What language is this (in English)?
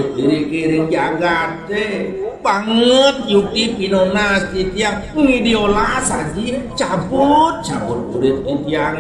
Balinese